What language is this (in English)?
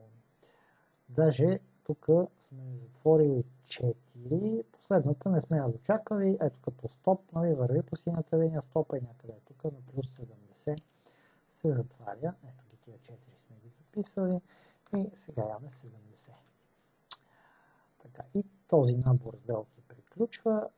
Bulgarian